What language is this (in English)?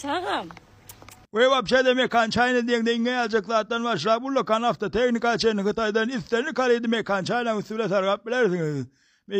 Turkmen